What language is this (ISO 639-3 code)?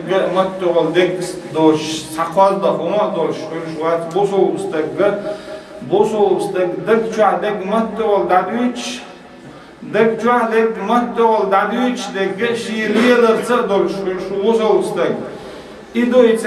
che